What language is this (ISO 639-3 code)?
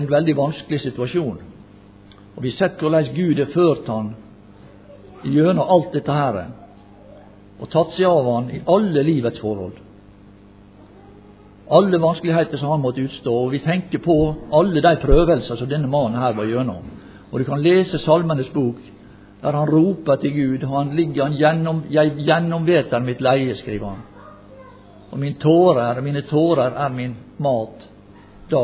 nor